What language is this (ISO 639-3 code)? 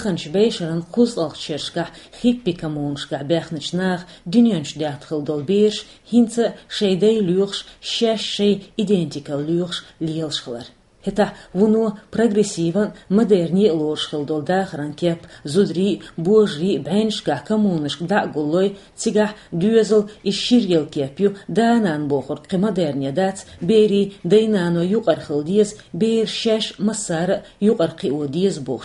che